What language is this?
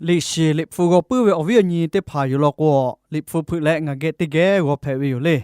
Lahu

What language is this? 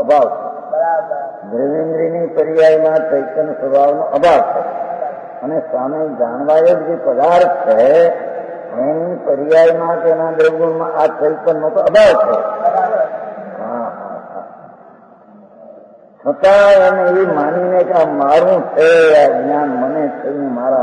Gujarati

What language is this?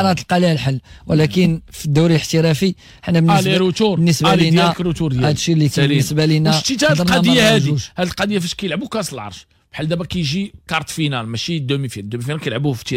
Moroccan Arabic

